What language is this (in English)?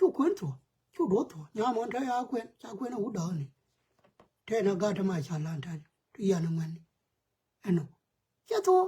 Nuer